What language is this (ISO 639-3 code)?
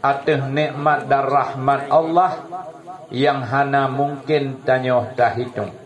ace